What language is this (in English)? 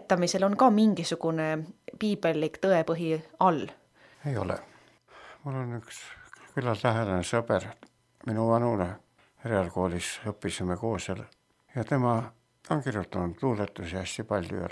Estonian